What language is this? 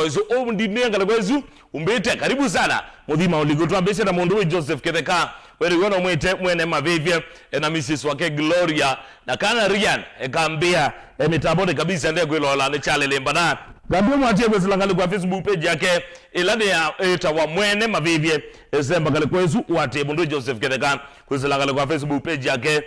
Kamba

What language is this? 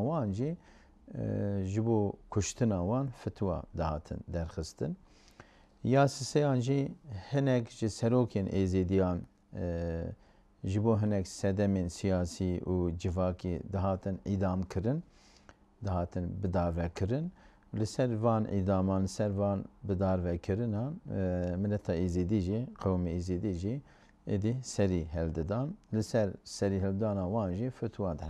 Kurdish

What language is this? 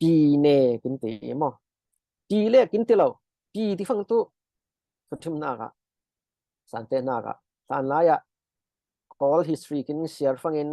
Falam Chin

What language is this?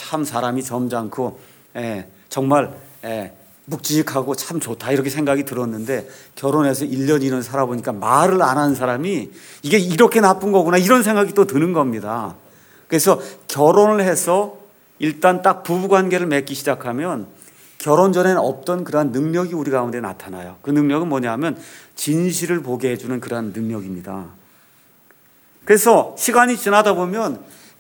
Korean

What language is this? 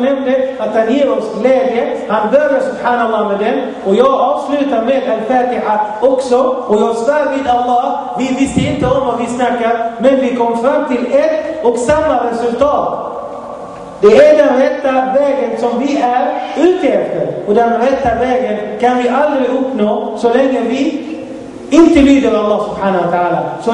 Swedish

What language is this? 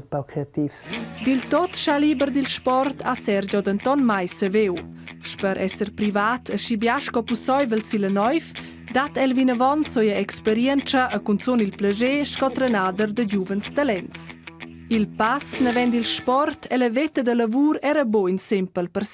Romansh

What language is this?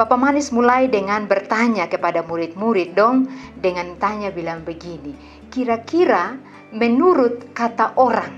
Kupang Malay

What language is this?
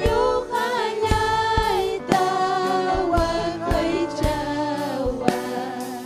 Ayacucho Quechua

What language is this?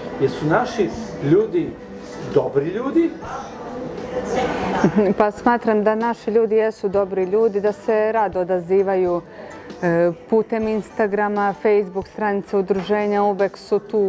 Serbian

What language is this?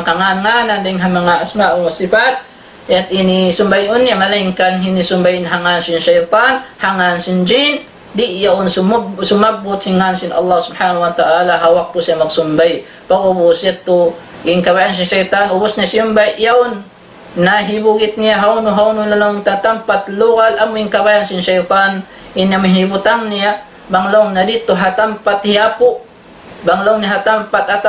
Tausug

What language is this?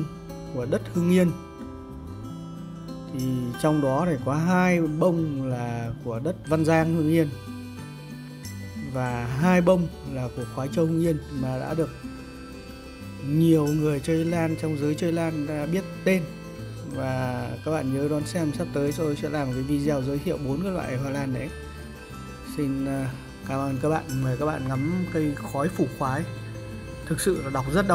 Vietnamese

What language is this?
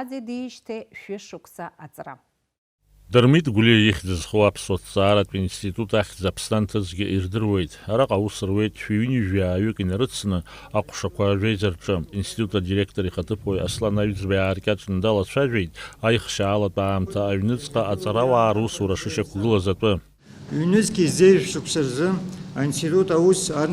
Abkhazian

